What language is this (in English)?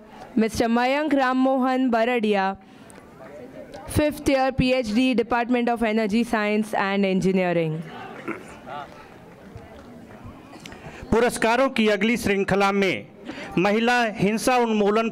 Hindi